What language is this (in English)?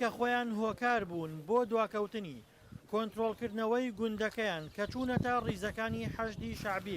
Central Kurdish